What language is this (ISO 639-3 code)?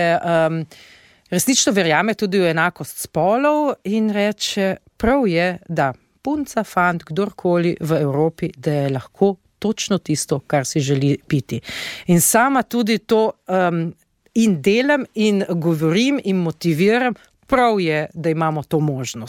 slv